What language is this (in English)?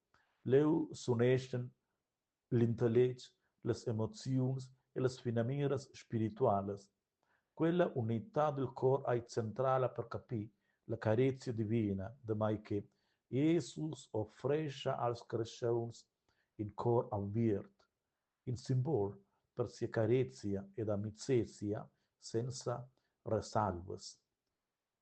Romansh